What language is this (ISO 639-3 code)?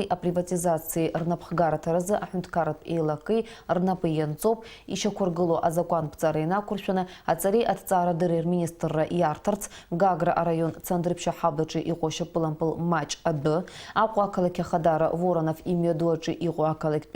abk